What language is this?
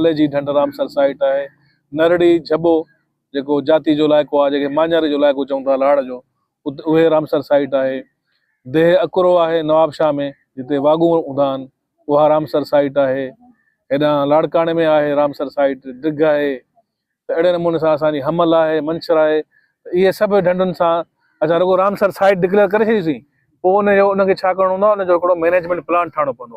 Sindhi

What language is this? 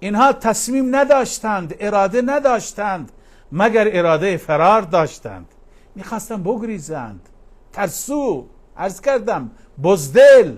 Persian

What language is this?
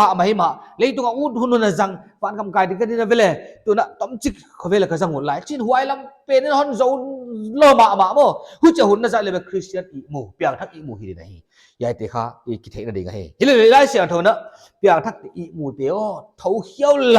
Paite Chin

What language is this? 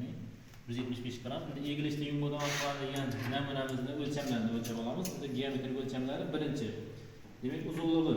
Uzbek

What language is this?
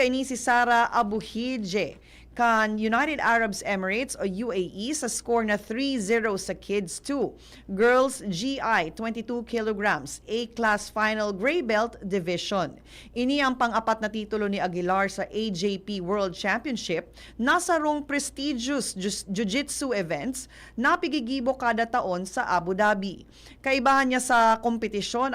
Bikol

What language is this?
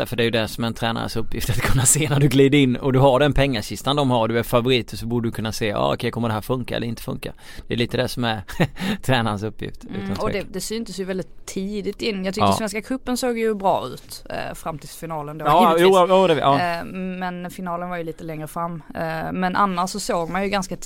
Swedish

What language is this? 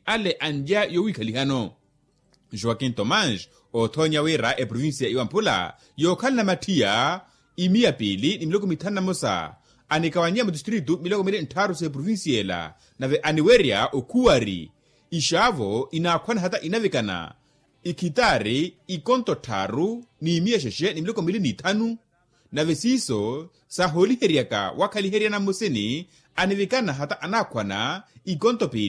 Makhuwa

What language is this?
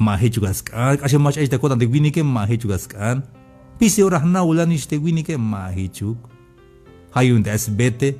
Tzeltal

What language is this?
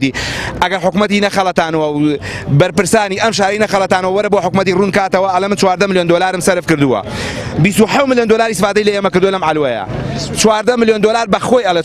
Central Kurdish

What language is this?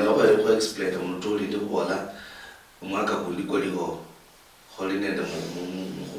Luyia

